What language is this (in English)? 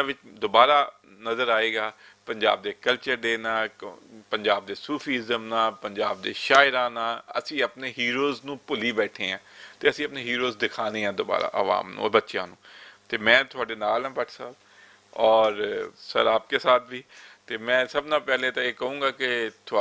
Western Panjabi